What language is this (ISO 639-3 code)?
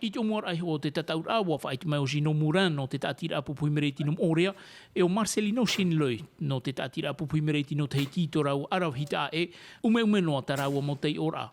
tah